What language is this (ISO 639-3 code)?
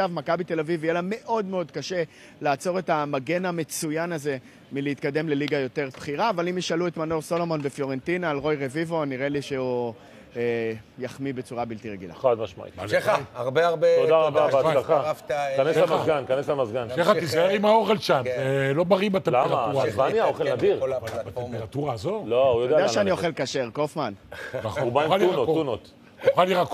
heb